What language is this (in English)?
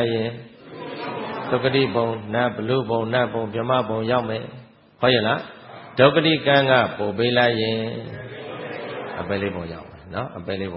Burmese